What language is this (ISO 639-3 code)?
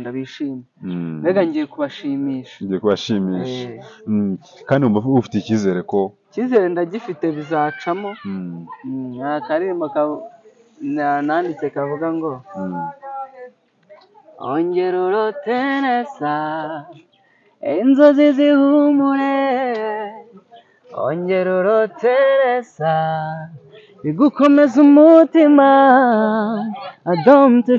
kin